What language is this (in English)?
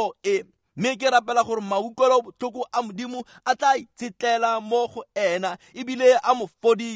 Tswana